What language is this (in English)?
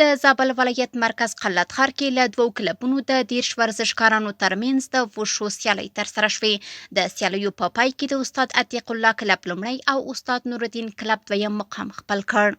Pashto